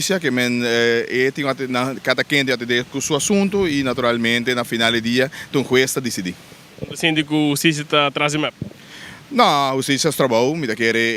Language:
Papiamento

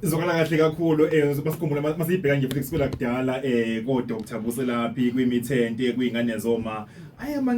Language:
Zulu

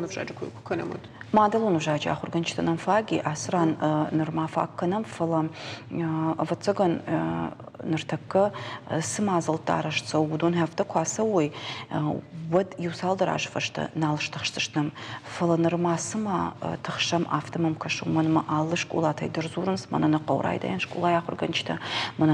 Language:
Ossetic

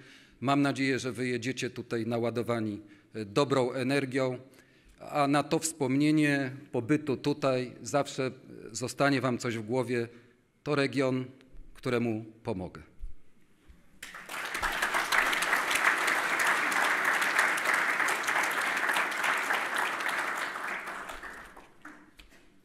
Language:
Polish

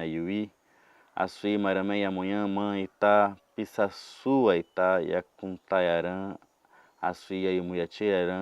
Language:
Nheengatu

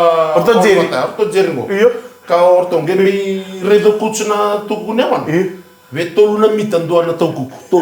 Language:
Fijian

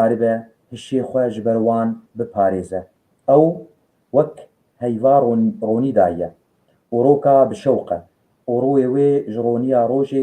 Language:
Kurdish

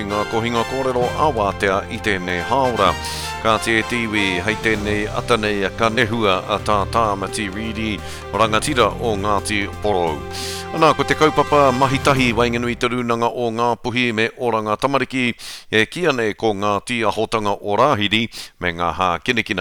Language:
Māori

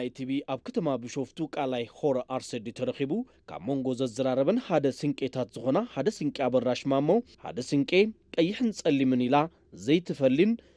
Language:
Tigrinya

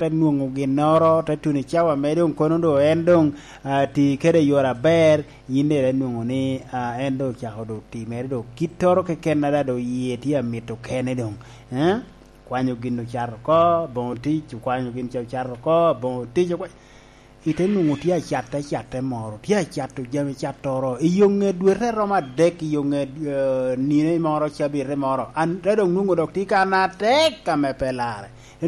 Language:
Lango (Uganda)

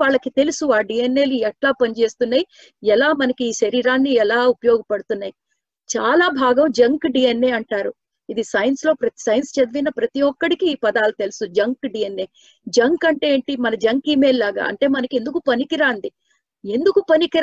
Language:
Telugu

